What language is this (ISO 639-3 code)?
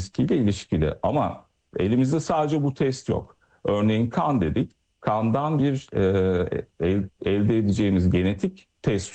tur